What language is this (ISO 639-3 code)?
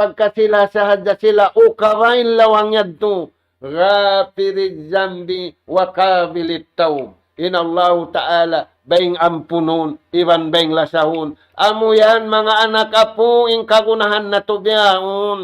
tsg